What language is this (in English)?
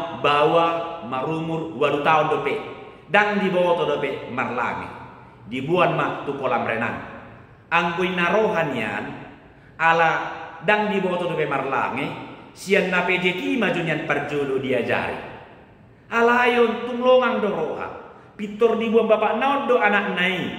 Batak Toba